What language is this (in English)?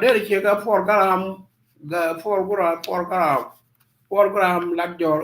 Nuer